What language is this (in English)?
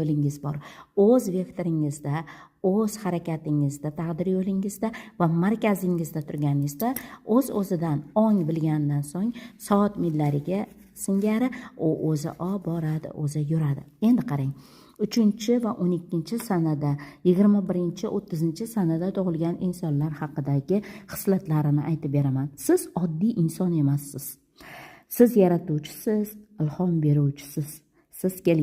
Uzbek